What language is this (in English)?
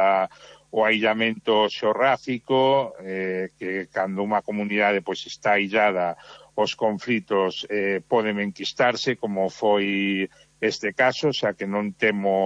Galician